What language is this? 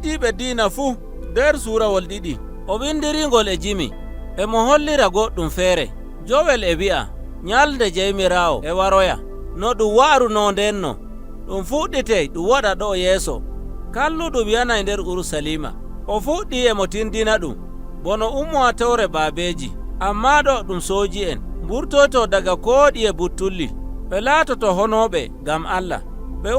Nigerian Fulfulde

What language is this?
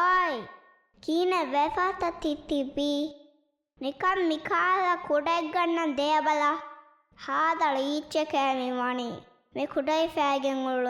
Divehi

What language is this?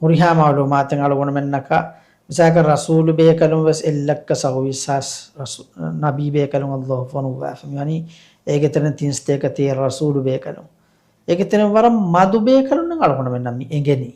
Divehi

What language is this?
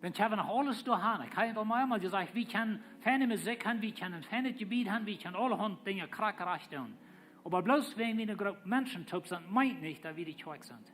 Plautdietsch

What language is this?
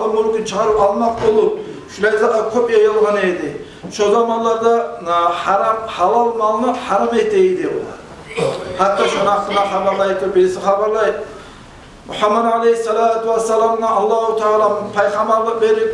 Kumyk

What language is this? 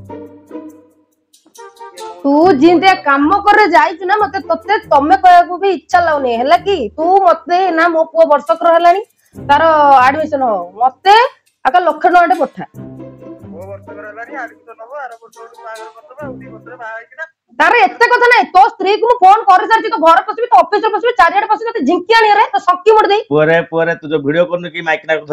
Odia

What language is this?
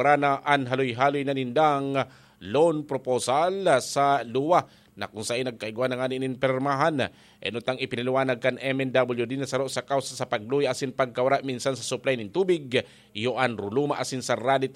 Bikol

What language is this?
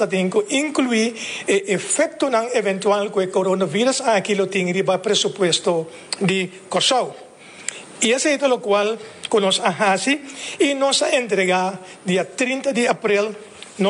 Papiamento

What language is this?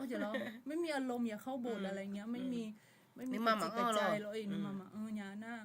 Akha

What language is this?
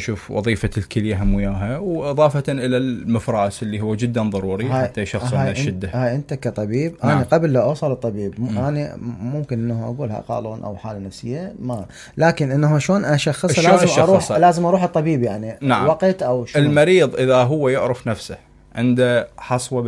Mesopotamian Arabic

